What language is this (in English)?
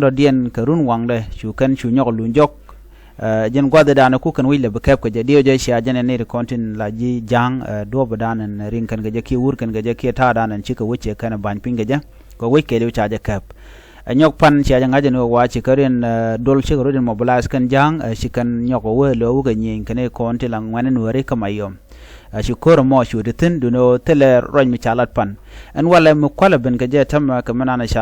Nuer